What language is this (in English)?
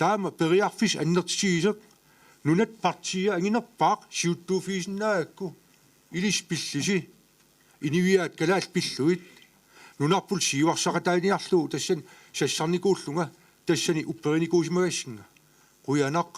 Kalaallisut